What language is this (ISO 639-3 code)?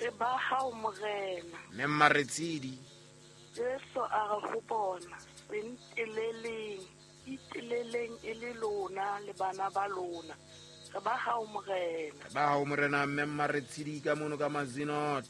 sot